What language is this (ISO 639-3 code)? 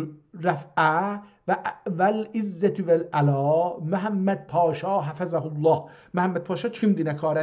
azb